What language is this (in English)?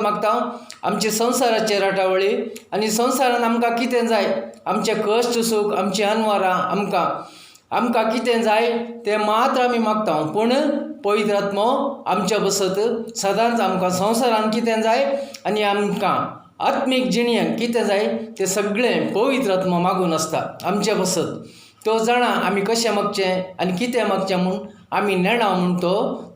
Konkani